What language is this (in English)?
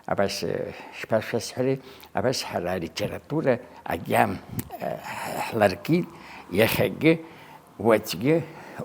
Abkhazian